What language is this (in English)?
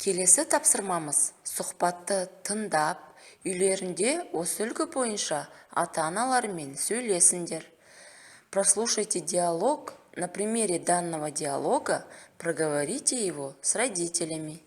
Kazakh